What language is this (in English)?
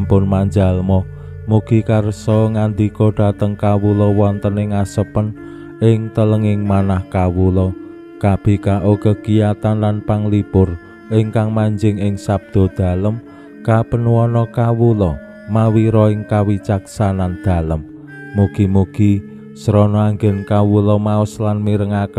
Javanese